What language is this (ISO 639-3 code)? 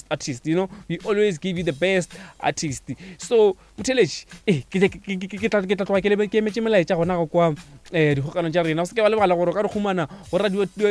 nso